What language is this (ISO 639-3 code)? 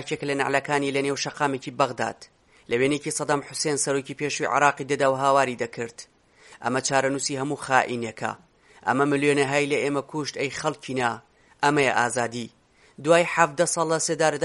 ckb